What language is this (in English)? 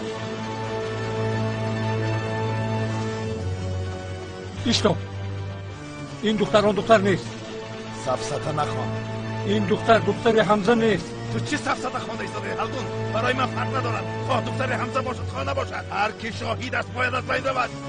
Tajik